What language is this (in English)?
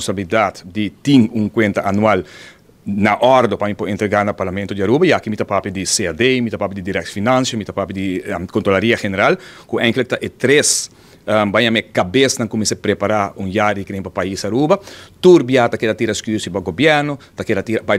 Papiamento